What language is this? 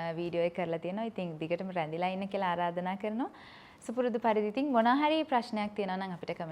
Sinhala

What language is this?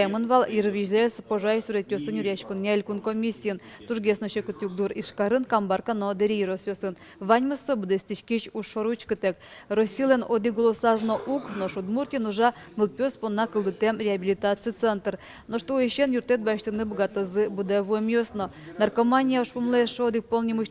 Udmurt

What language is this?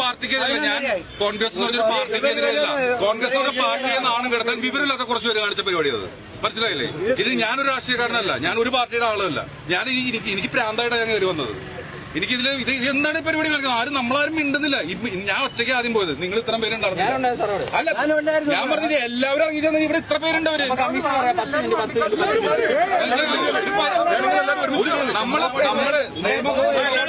Malayalam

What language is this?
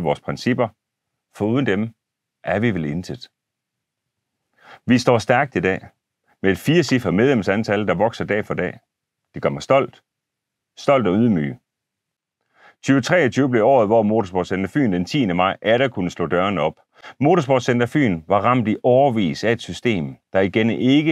Danish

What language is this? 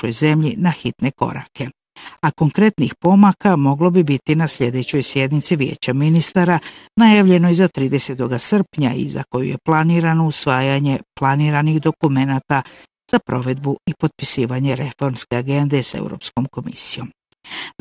Bosnian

